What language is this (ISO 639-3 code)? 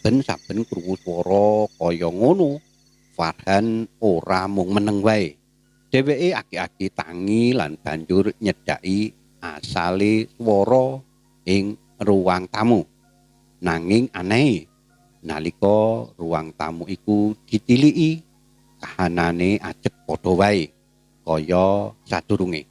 jav